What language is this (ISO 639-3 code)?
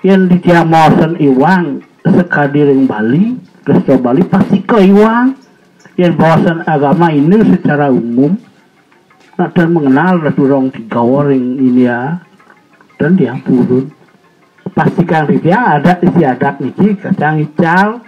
ban